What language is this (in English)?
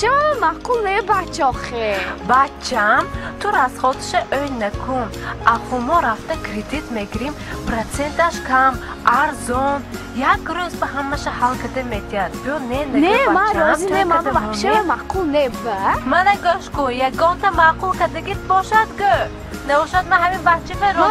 Tajik